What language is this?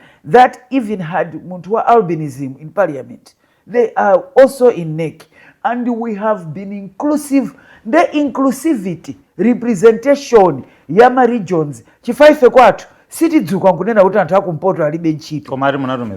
Nyanja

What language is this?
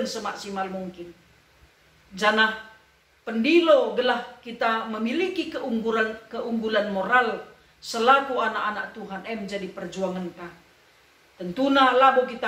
Batak Karo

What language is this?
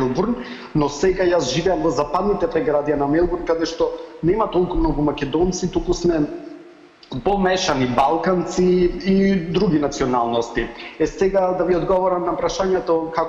Macedonian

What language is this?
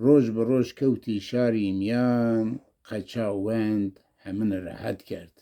Zaza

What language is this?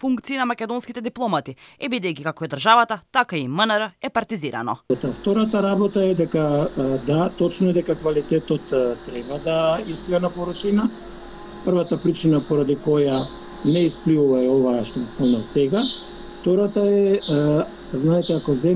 Macedonian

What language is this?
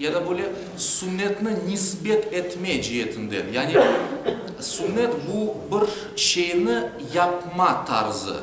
Crimean Tatar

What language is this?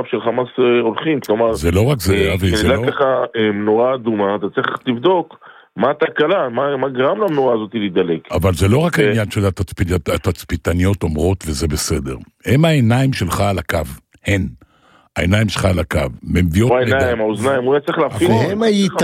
Hebrew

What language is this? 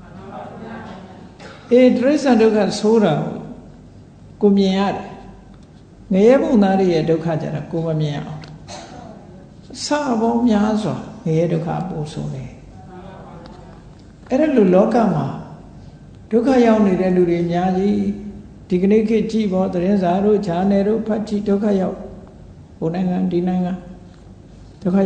Burmese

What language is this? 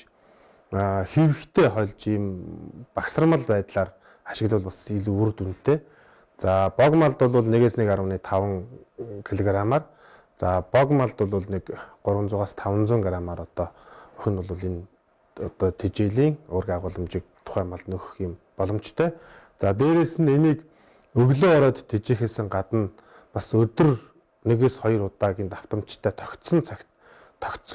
Mongolian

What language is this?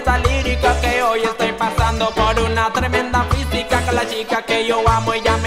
Spanish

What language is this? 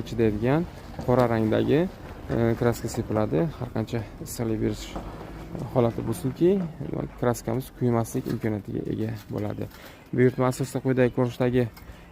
Uzbek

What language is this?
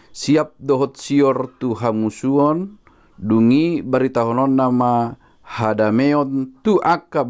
Batak Toba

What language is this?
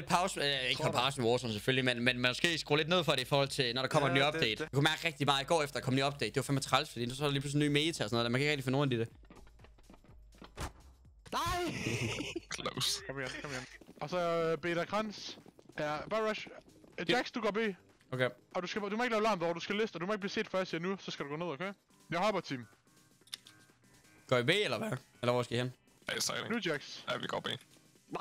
Danish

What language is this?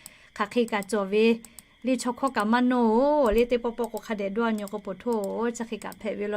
Lahu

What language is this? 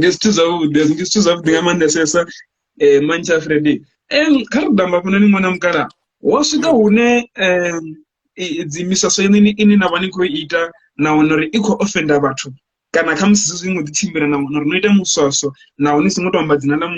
Venda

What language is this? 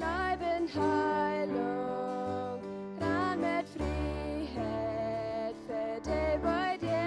Plautdietsch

